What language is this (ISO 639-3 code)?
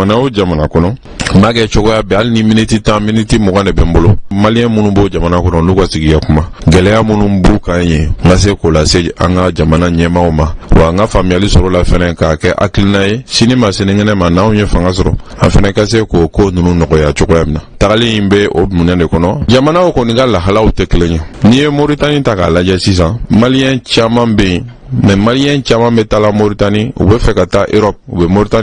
bam